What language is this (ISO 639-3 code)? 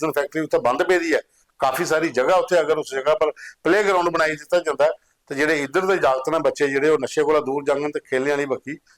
doi